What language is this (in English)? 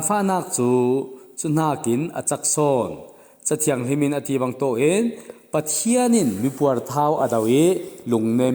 Falam Chin